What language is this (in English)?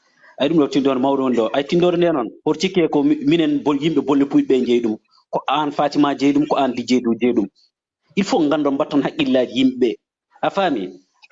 Fula